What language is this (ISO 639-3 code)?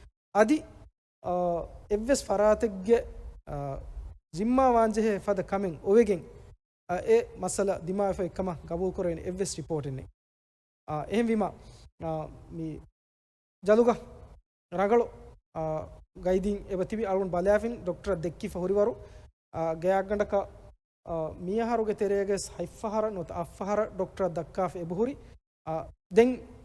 div